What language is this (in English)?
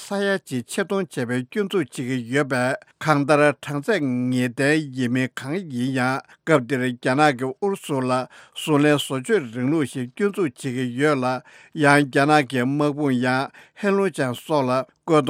Tibetan